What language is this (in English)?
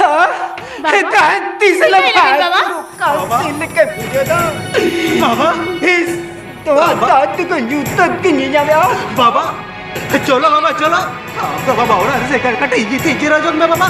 Santali